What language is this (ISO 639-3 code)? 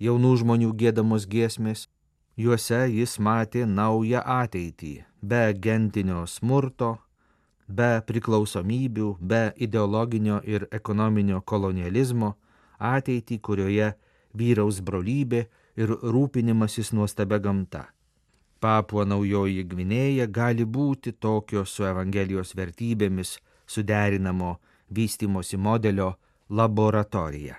lit